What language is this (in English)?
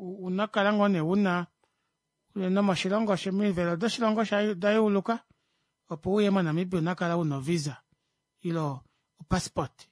Kuanyama